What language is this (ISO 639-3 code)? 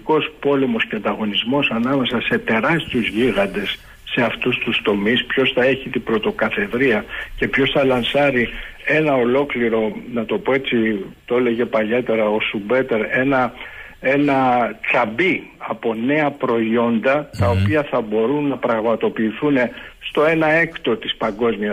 ell